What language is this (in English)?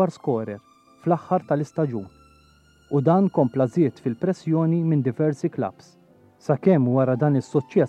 Maltese